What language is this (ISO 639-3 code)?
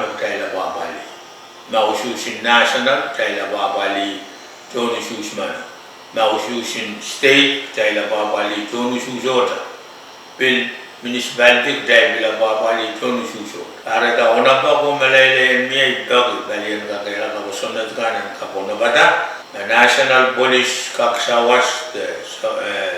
pon